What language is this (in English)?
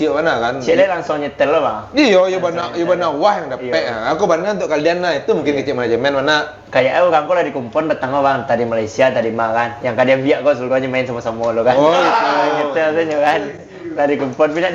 Minangkabau